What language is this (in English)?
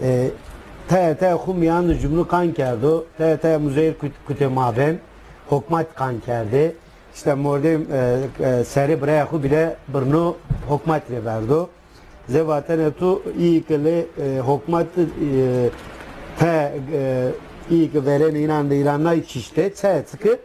Zaza